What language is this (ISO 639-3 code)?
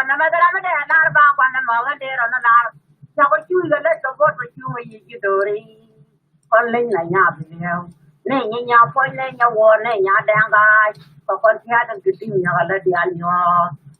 nus